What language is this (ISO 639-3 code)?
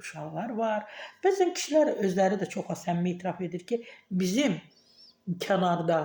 aze